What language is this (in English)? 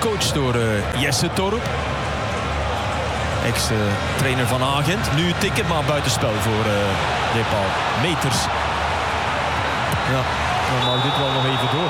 Dutch